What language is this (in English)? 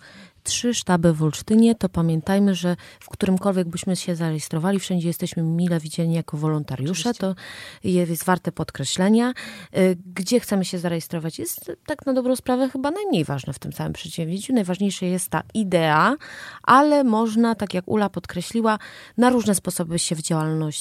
Polish